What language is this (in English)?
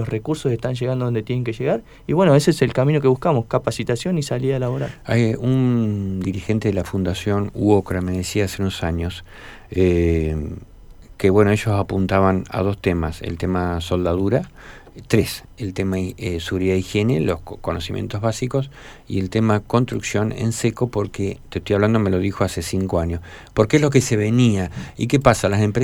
Spanish